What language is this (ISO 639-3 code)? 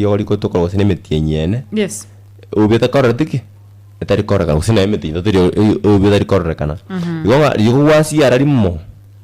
guz